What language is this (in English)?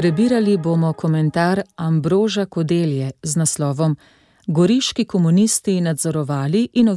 Slovenian